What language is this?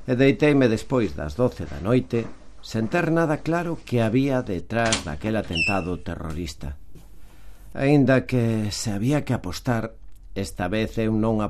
Galician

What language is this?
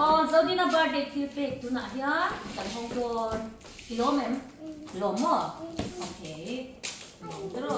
Mizo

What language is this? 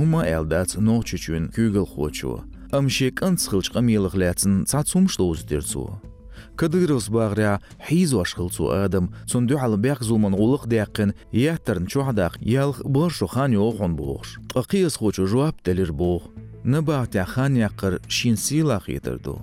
Chechen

